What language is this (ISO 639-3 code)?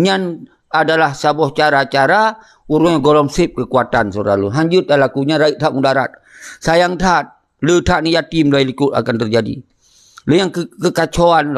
ace